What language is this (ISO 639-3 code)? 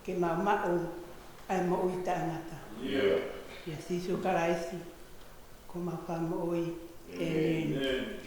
ton